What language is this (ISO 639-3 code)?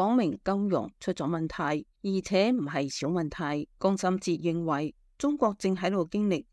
yue